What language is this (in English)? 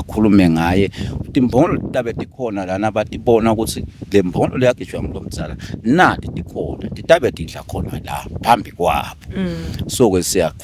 Swati